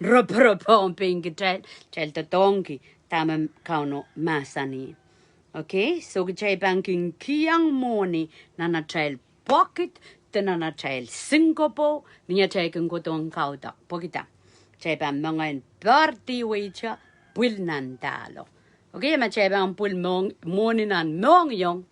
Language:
Pohnpeian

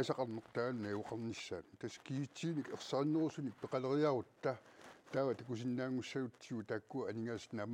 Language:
Kalaallisut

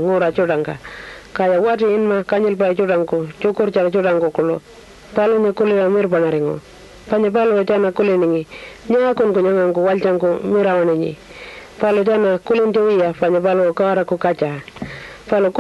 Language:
Pitjantjatjara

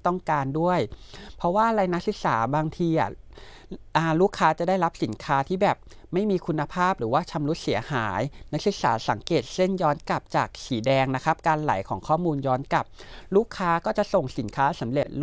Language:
Thai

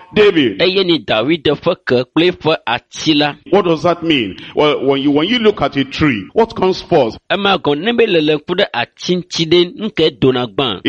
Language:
Ewe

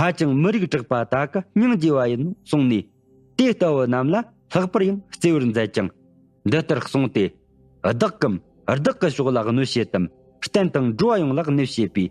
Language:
Tibetan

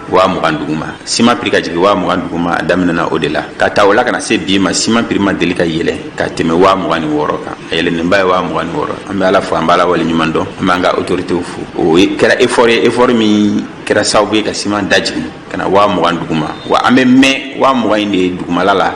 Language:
Bambara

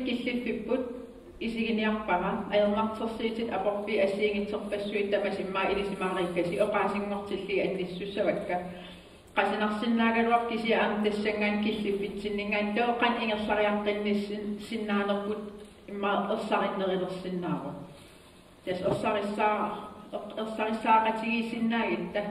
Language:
Kalaallisut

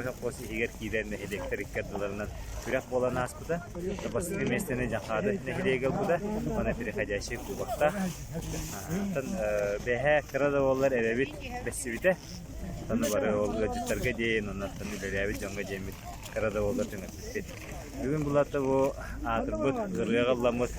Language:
Yakut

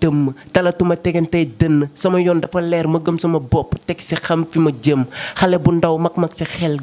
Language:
Wolof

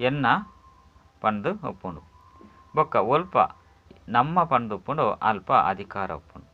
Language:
Tulu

